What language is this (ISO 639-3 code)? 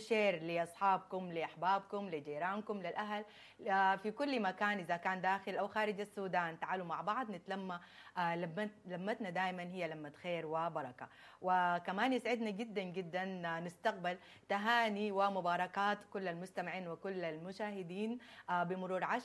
apd